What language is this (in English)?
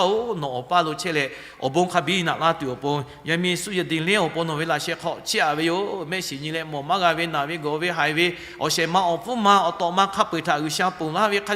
Lahu